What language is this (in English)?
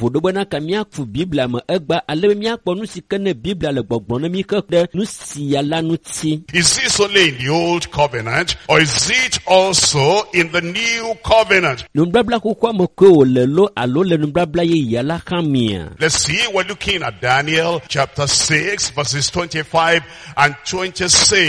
Ewe